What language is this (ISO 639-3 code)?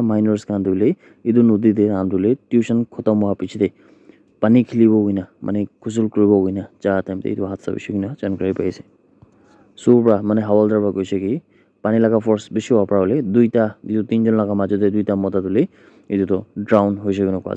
nag